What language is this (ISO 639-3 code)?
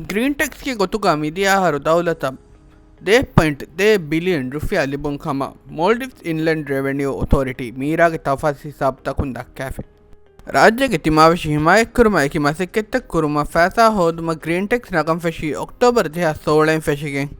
div